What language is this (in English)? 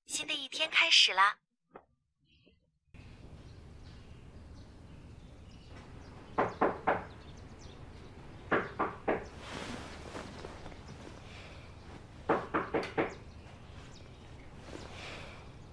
Chinese